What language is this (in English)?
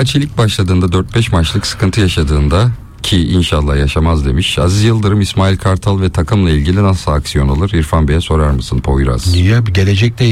Turkish